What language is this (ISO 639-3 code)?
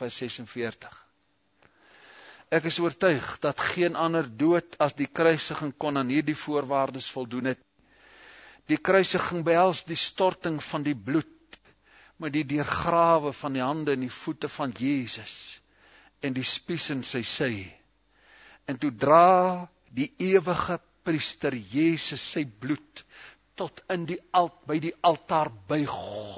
afr